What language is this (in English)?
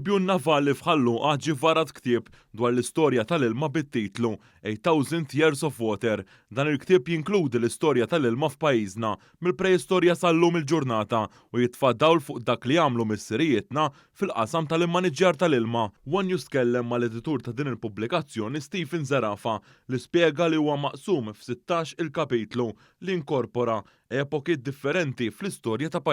Maltese